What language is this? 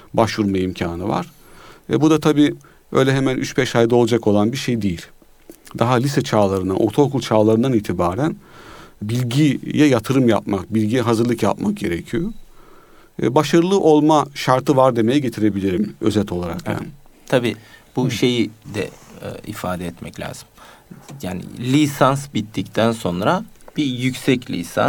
Turkish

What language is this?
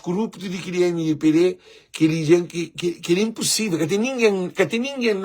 Kabuverdianu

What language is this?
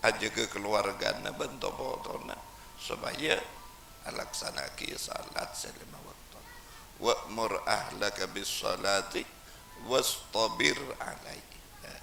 Madurese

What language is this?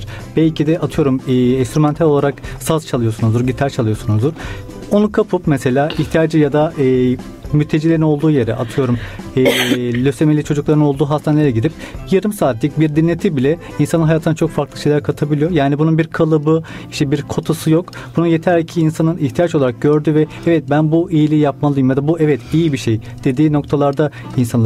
Turkish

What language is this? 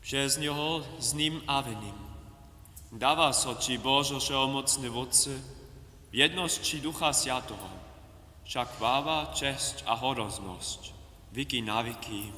Upper Sorbian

